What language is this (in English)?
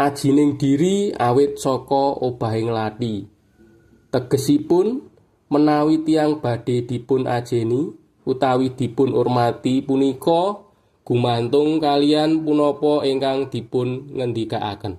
Javanese